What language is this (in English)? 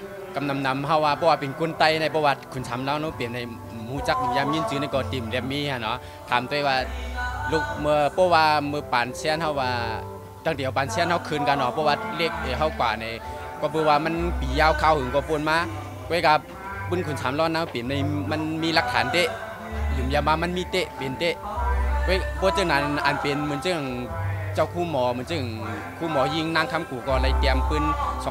Shan